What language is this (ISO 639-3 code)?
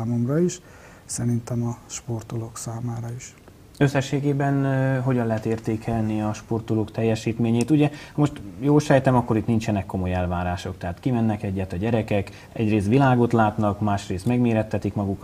hun